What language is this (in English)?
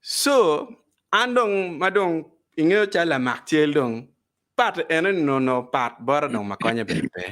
Acoli